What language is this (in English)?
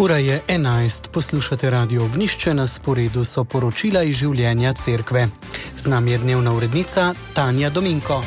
Slovenian